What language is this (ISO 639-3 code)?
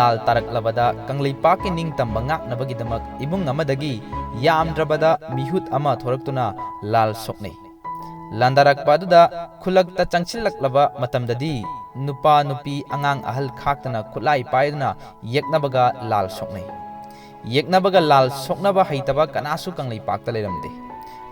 mni